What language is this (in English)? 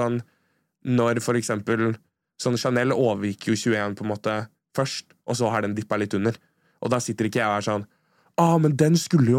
Norwegian